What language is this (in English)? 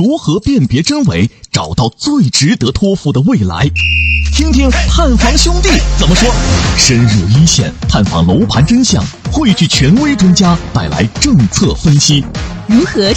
Chinese